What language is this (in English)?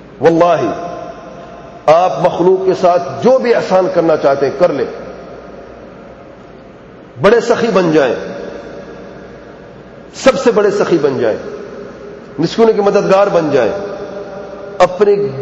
Urdu